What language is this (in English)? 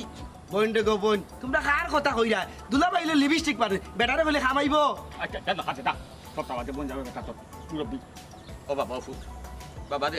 Sylheti